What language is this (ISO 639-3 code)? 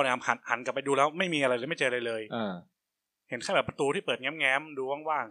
tha